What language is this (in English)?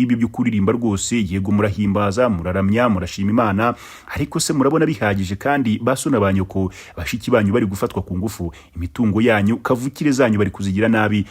Kinyarwanda